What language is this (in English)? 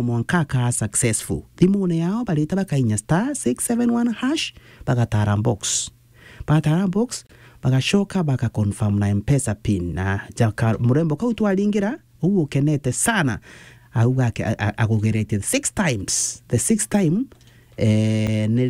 Meru